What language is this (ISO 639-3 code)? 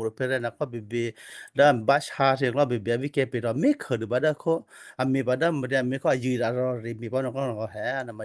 kyu